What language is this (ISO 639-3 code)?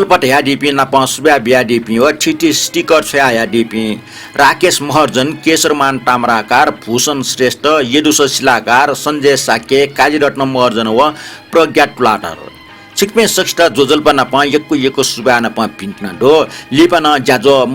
new